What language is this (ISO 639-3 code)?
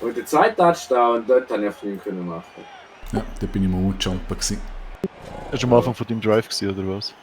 gsw